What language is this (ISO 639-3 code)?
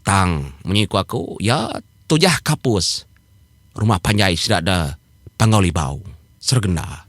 iba